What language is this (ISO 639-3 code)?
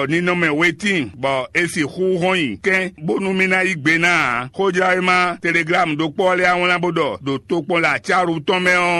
fon